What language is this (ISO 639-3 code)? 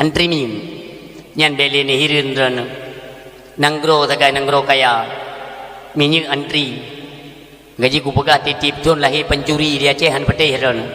ace